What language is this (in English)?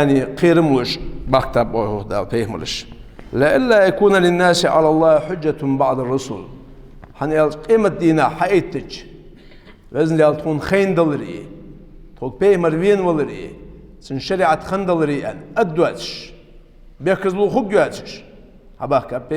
Ingush